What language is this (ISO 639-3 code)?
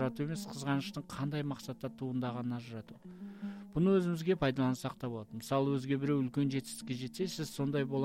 kaz